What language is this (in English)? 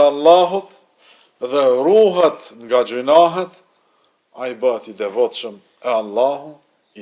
Albanian